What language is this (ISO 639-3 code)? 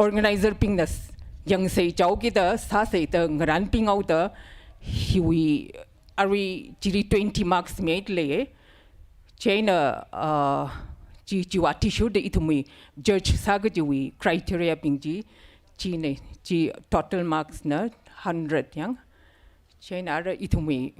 nmf